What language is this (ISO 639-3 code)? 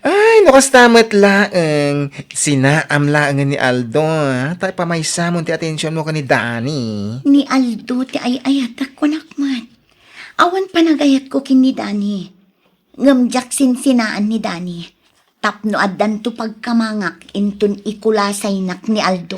ilo